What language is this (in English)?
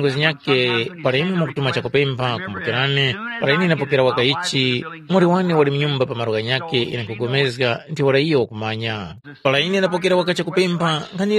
Tumbuka